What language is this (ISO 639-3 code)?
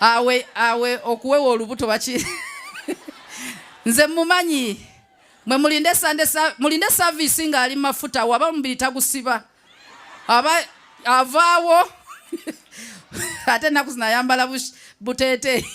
lug